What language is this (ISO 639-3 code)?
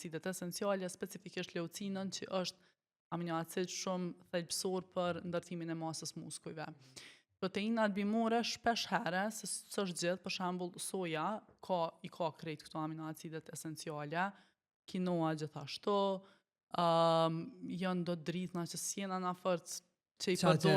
sqi